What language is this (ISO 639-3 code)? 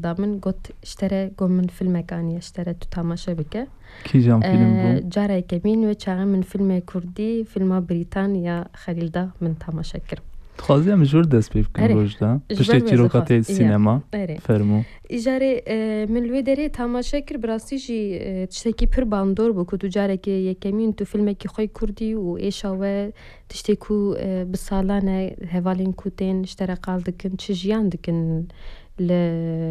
kur